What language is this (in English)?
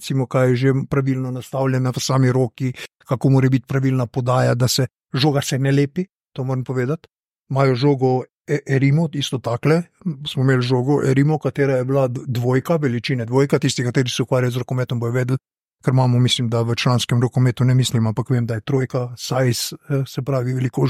Slovenian